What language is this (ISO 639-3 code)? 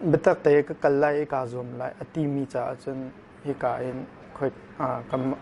cnh